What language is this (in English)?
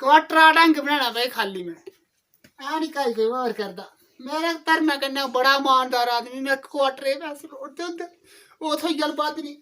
Dogri